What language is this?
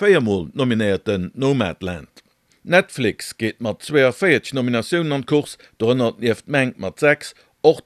Luxembourgish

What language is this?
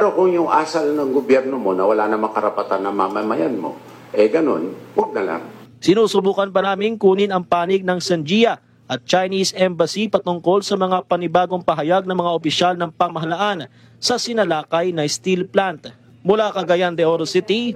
Filipino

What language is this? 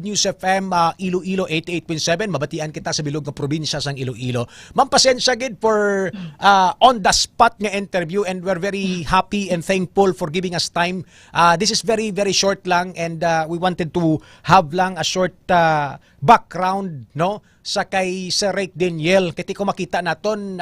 Hiligaynon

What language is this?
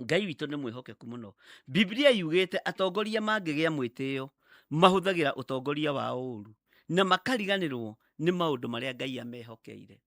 Kikuyu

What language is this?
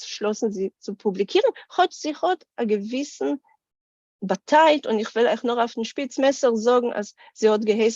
Yiddish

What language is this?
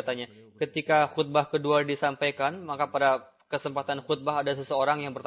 Indonesian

